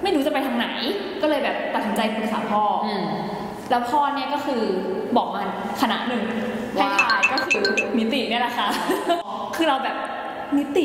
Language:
Thai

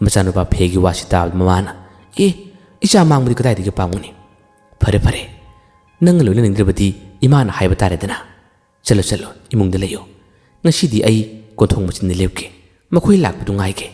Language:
Manipuri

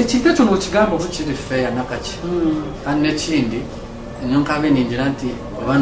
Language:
Nyankole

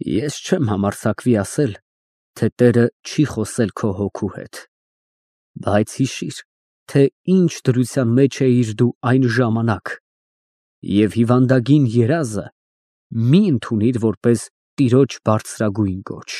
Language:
Armenian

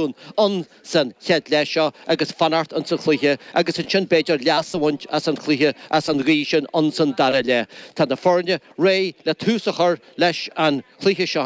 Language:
Irish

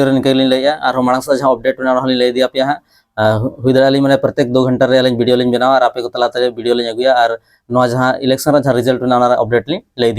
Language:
Santali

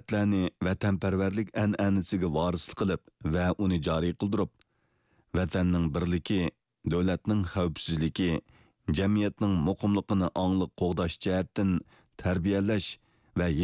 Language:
Uyghur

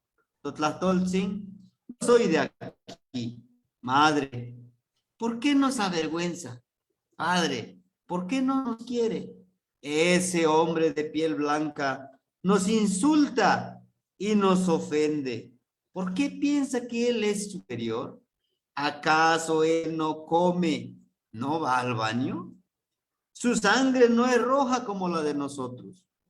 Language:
Eastern Huasteca Nahuatl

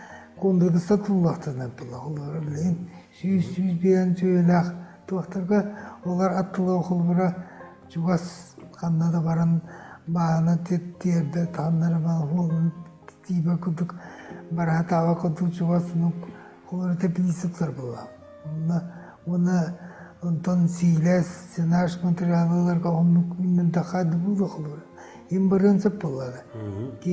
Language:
Yakut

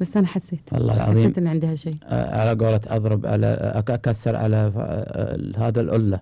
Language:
Gulf Arabic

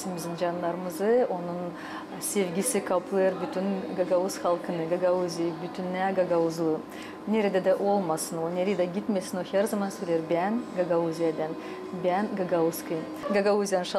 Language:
Gagauz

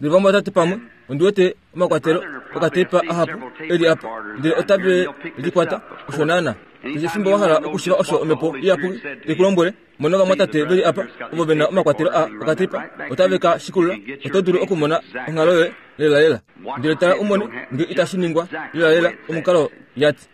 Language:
Kuanyama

